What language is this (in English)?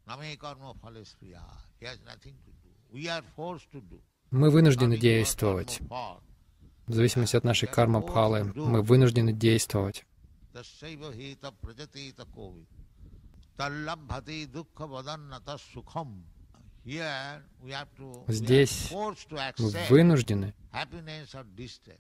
Russian